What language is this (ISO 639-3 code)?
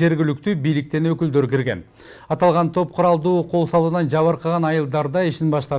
kir